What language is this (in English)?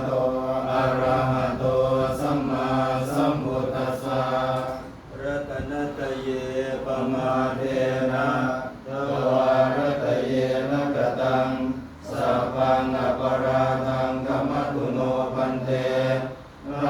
Pali